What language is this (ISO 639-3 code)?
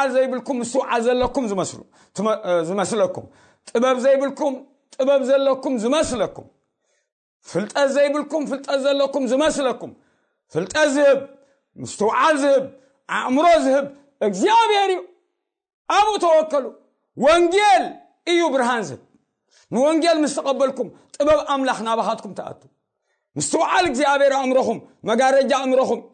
tir